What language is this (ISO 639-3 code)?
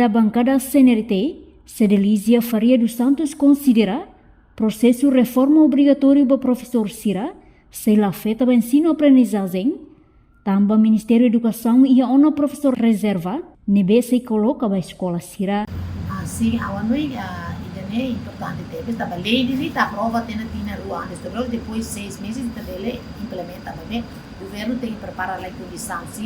tet